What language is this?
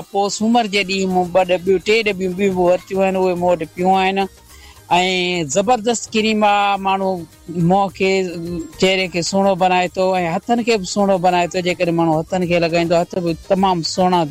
Sindhi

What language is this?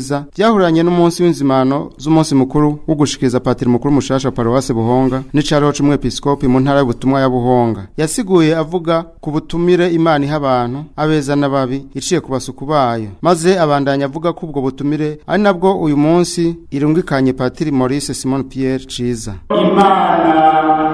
Rundi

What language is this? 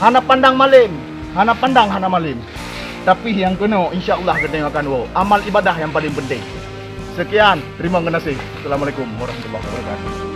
Achinese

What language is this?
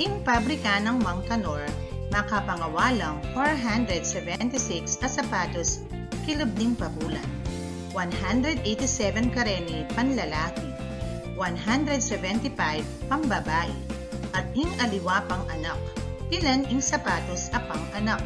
Pampanga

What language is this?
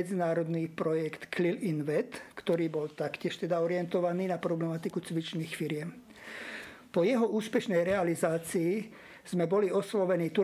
Slovak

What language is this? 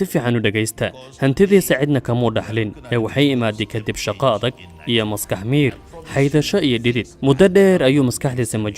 Somali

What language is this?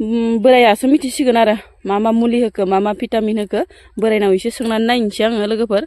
Bodo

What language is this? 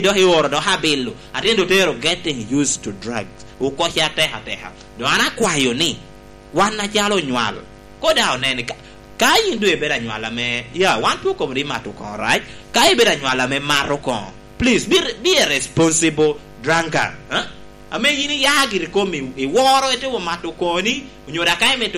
Lango (Uganda)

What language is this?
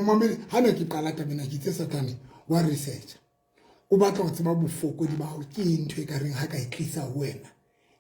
Southern Sotho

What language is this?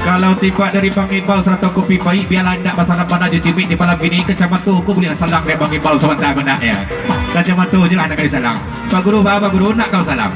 Minangkabau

